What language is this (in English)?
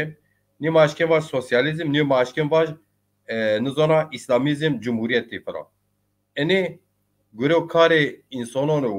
Zaza